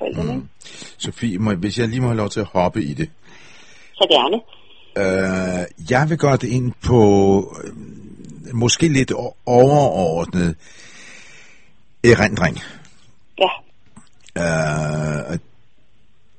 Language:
Danish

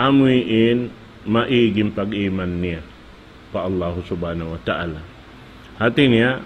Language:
Tausug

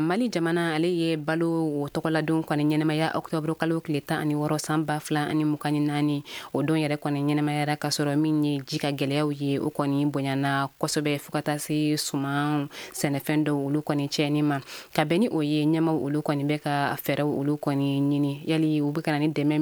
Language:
Bambara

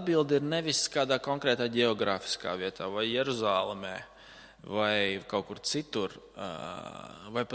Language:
Latvian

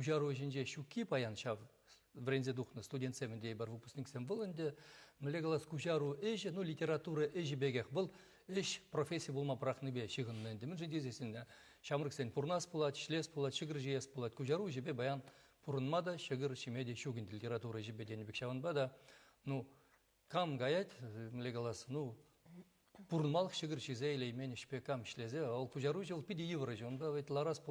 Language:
Chuvash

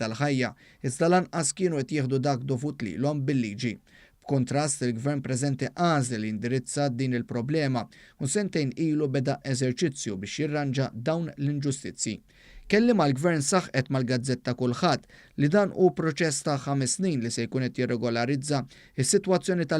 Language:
Maltese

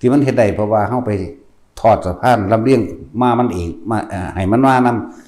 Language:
Northeastern Thai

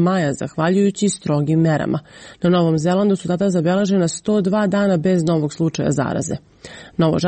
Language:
Serbian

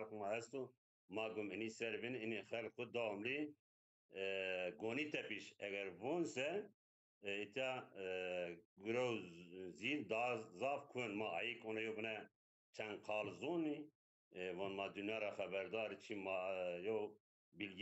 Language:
Zaza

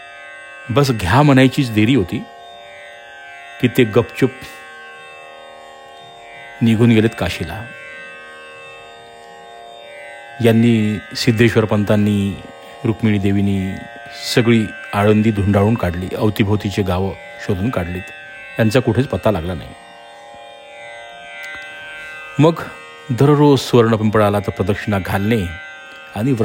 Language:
Marathi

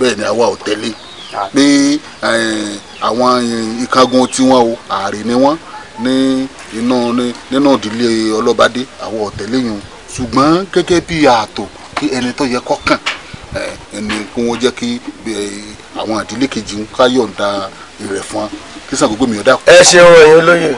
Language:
Yoruba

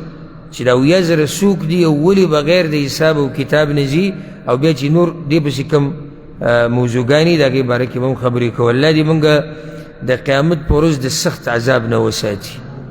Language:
Pashto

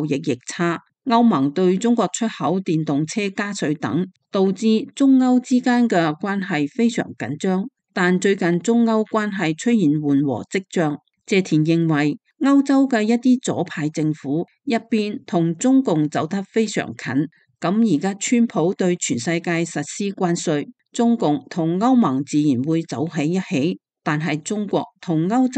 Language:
Cantonese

